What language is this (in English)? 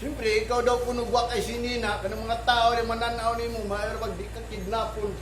Cebuano